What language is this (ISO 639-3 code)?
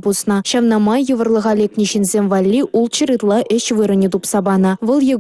chv